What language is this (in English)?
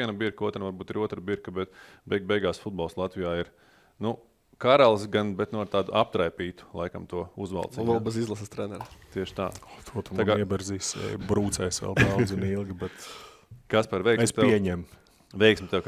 Latvian